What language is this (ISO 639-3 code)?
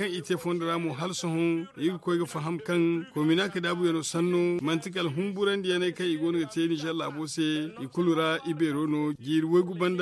dje